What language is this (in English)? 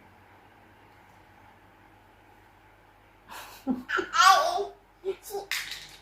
Northeastern Thai